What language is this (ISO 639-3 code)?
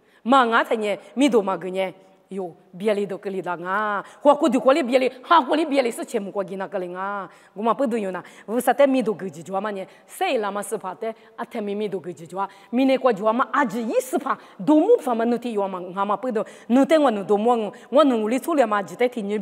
lis